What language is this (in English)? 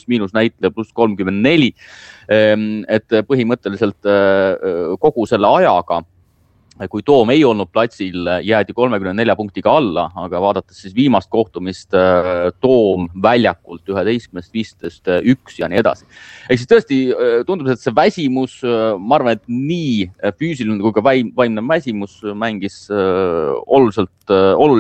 Estonian